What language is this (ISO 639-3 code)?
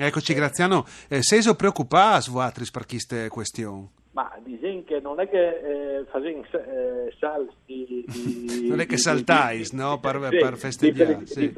fur